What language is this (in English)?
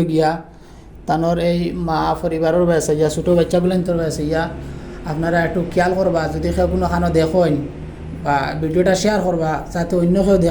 Sylheti